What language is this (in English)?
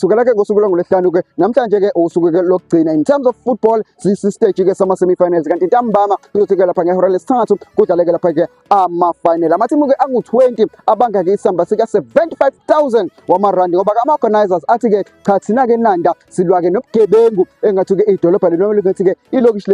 Zulu